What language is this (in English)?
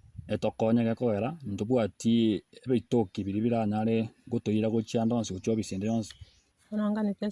Gusii